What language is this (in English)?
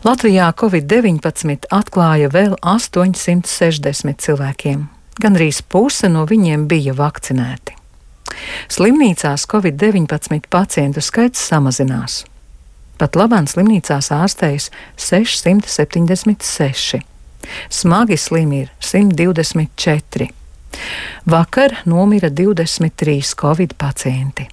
Latvian